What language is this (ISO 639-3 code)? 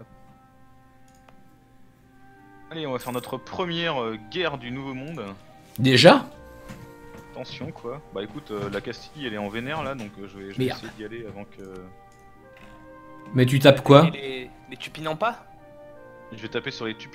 fra